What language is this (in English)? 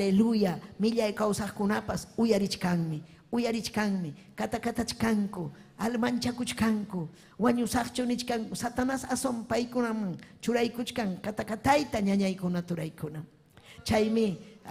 Ayacucho Quechua